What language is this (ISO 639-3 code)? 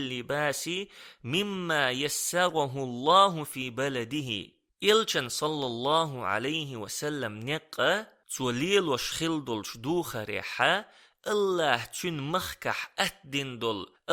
che